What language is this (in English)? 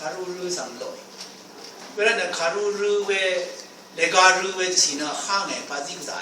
Rawang